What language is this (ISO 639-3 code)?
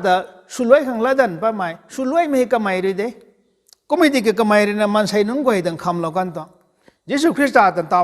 nbu